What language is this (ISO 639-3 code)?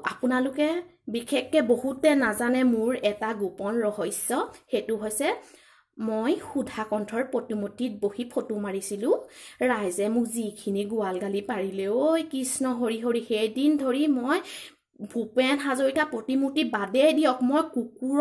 asm